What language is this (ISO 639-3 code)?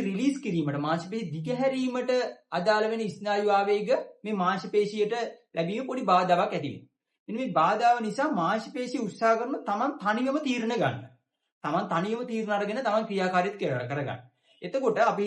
sin